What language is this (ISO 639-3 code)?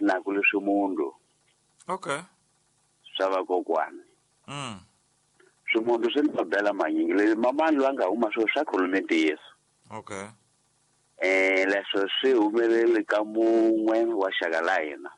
tso